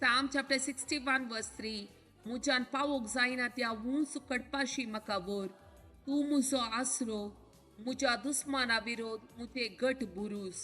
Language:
Konkani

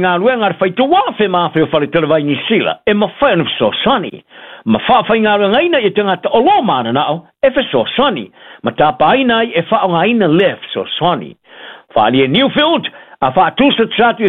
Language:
Samoan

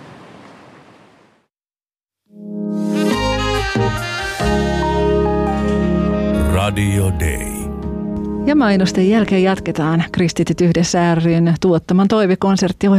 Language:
Finnish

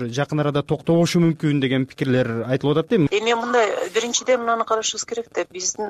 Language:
Kyrgyz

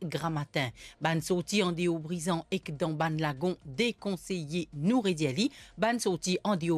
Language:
Morisyen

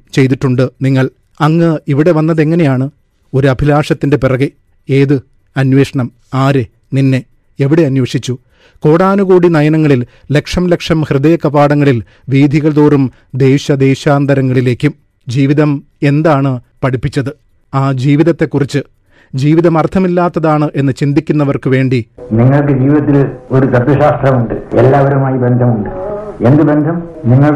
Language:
Malayalam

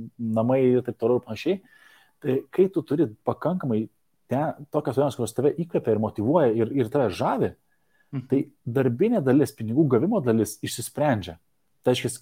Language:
Lithuanian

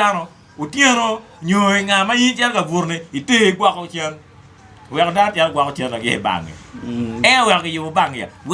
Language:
Acoli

